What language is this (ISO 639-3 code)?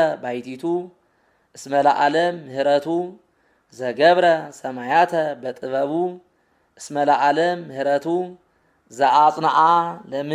gez